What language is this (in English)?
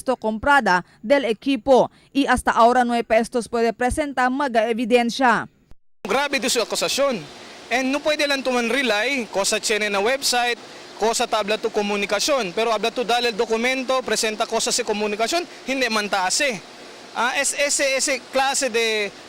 Chavacano